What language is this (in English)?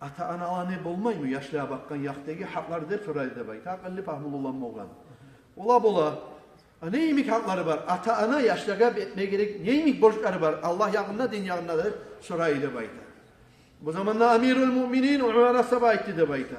Kumyk